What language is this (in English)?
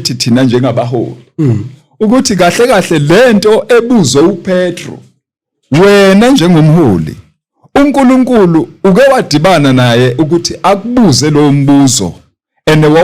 Zulu